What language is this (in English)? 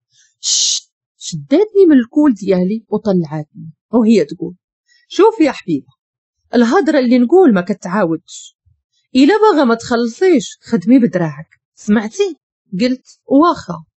Moroccan Arabic